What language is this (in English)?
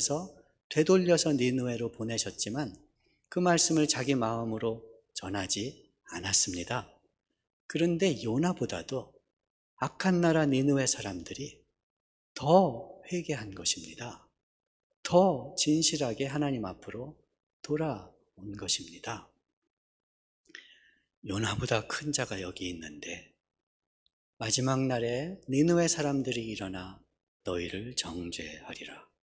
Korean